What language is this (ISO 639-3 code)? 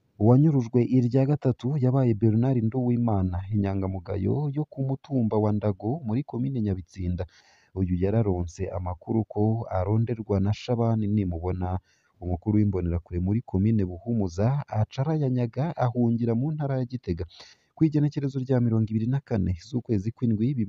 run